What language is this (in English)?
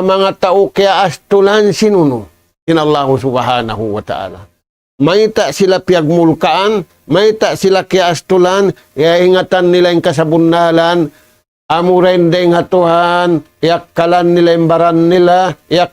Tausug